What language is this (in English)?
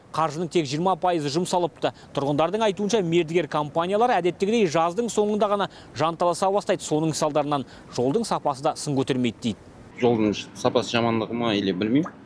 Kazakh